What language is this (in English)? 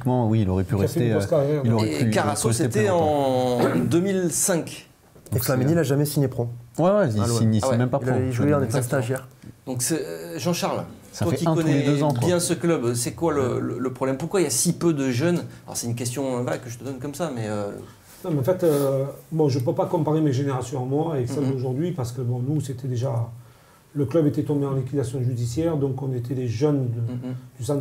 French